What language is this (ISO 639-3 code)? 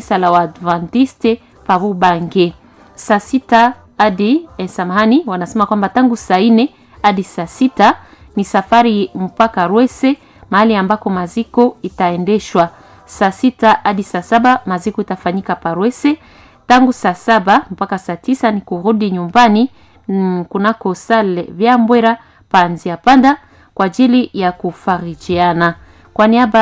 swa